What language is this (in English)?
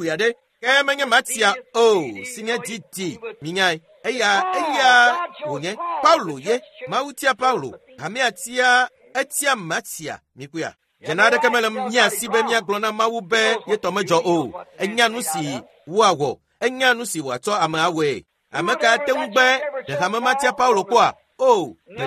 Ewe